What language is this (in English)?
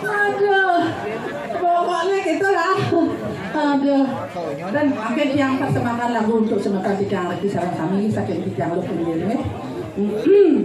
Balinese